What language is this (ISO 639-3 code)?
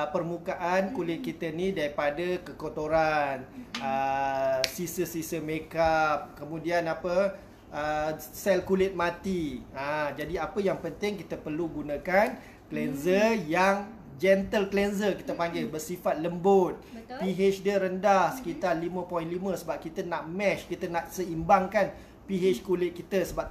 msa